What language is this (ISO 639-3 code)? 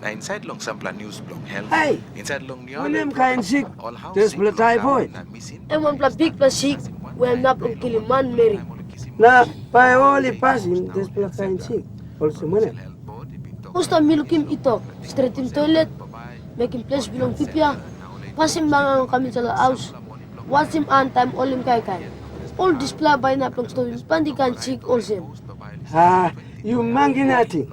tpi